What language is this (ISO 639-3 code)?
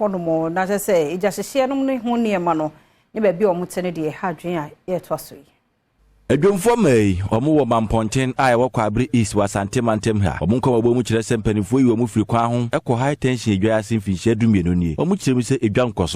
aka